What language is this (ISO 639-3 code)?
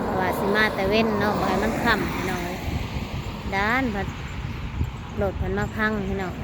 tts